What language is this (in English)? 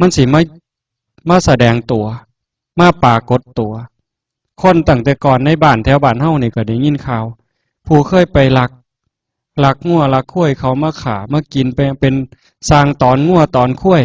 Northeastern Thai